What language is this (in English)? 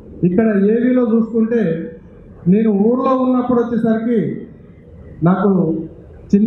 Telugu